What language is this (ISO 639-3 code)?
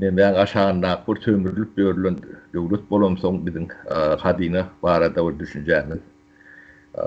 tuk